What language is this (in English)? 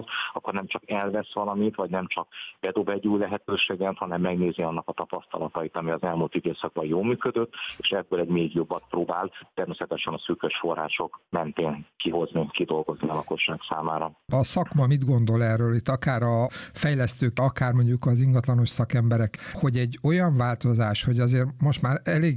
Hungarian